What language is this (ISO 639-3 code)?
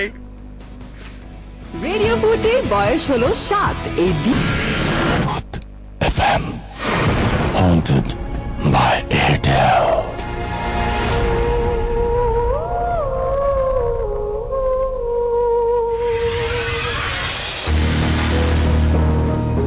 ben